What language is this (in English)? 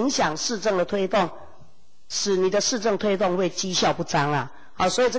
Chinese